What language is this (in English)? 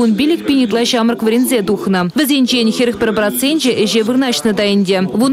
Chuvash